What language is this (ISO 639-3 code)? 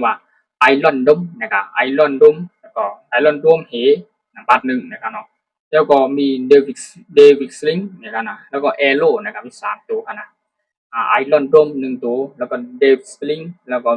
shn